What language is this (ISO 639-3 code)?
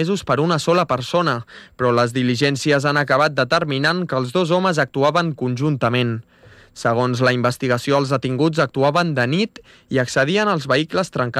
cat